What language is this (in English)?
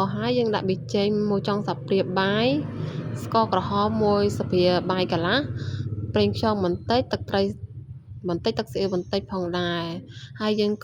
Khmer